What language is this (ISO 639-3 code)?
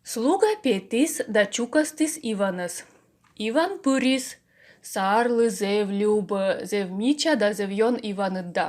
kom